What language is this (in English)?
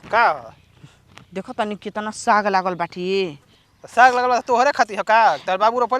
Bhojpuri